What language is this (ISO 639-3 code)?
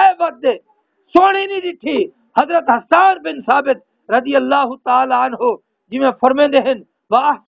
skr